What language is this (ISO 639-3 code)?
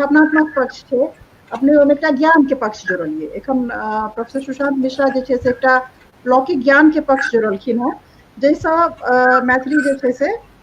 mai